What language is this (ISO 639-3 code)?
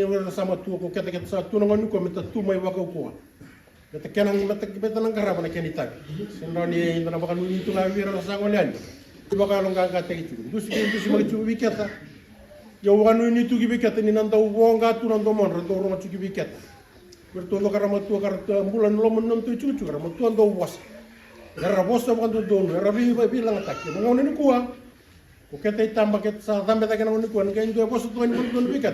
fij